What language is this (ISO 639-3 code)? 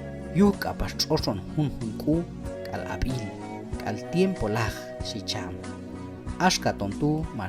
kjb